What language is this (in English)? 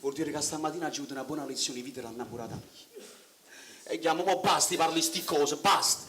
Neapolitan